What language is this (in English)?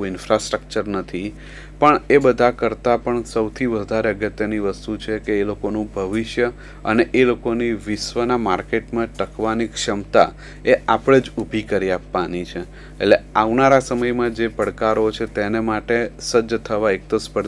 Gujarati